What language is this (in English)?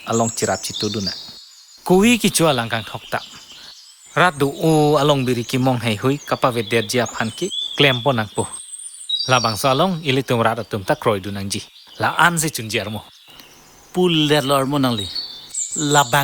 Karbi